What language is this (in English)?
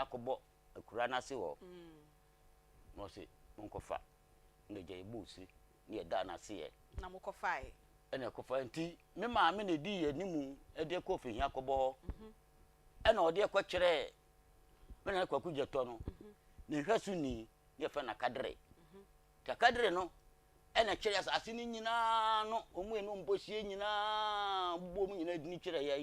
Akan